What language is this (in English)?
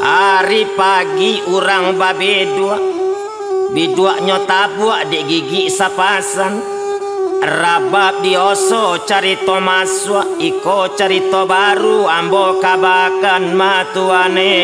Minangkabau